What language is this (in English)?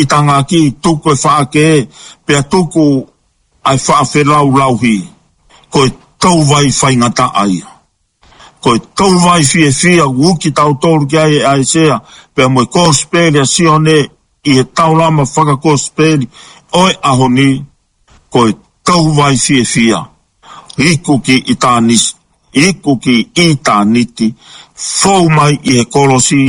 Tongan